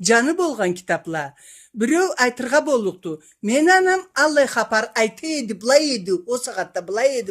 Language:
Karachay-Balkar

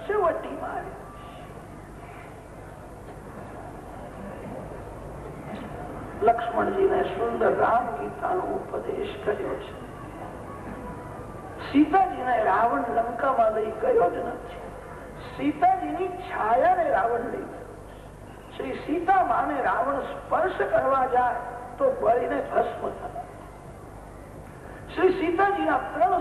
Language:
Gujarati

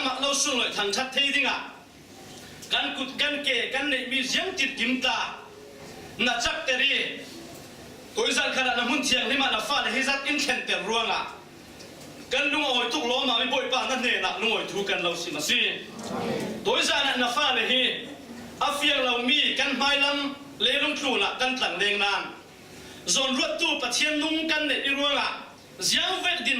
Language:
Falam Chin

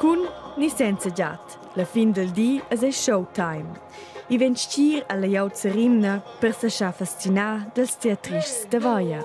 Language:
Romansh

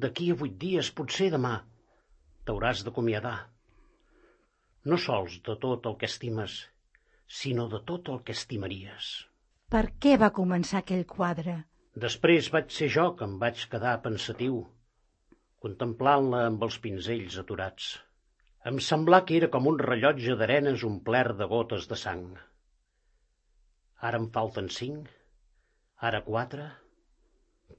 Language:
Catalan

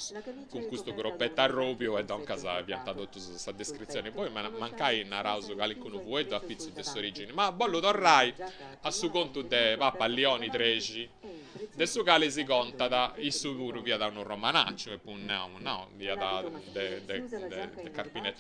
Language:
Sardinian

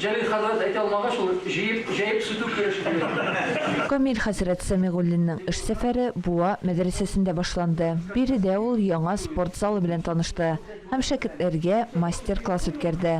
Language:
Tatar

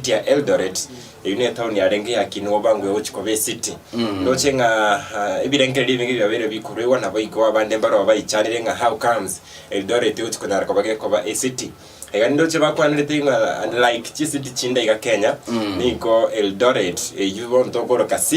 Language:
Gusii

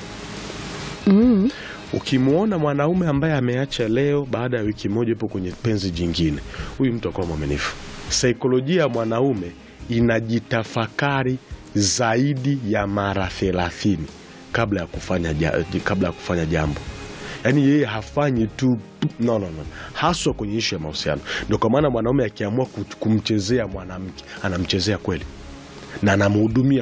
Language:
Swahili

